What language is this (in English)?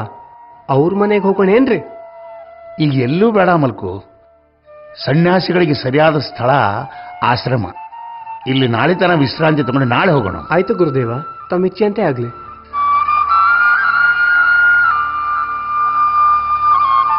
Kannada